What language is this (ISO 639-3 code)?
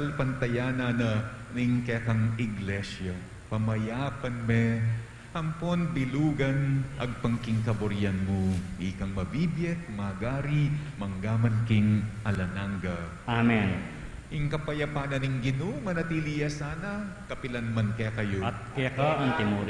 pam